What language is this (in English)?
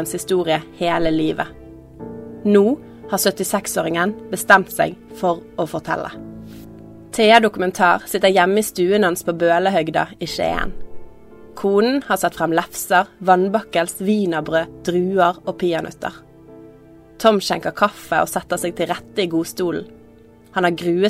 Norwegian